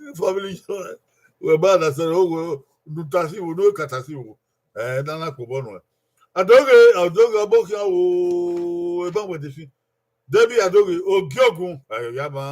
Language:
Bini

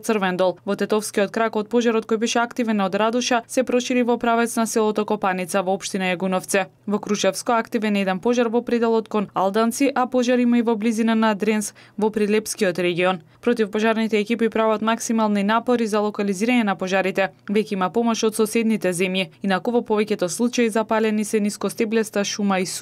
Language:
Macedonian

